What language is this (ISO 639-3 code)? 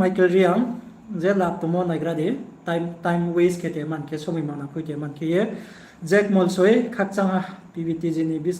ria